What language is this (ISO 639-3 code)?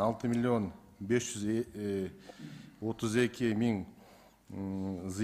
kir